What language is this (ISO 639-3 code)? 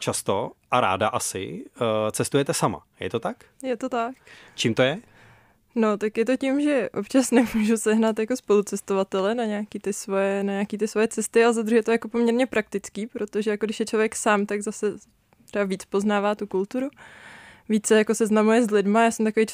ces